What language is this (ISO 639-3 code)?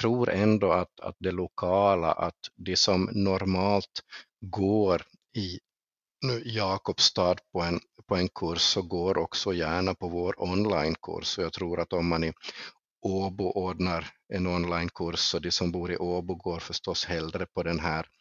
swe